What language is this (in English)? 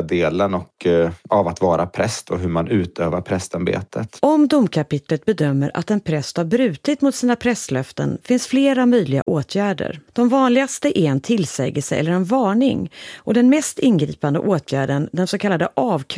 Swedish